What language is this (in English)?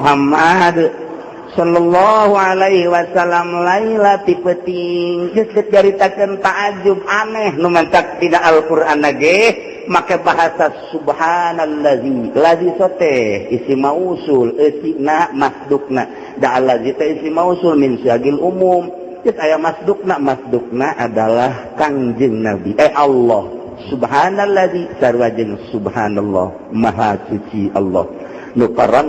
Sundanese